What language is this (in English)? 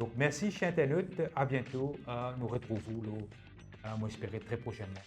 Morisyen